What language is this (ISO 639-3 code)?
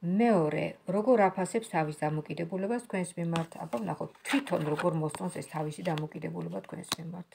kat